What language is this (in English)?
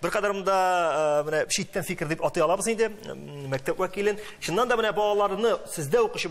Tatar